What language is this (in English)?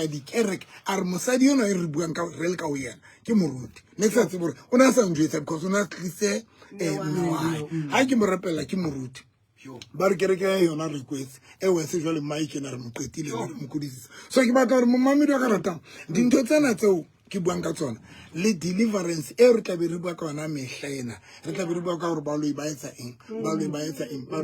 Southern Sotho